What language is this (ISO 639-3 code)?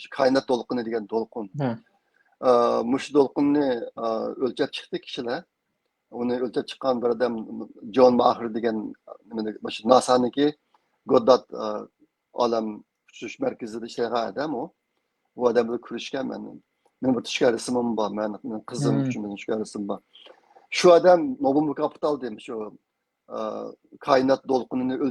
uig